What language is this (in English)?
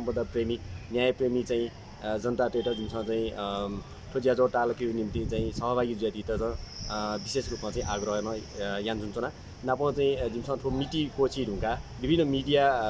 Newari